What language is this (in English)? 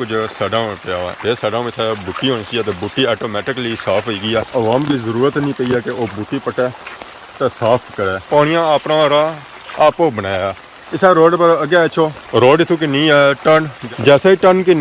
Pahari-Potwari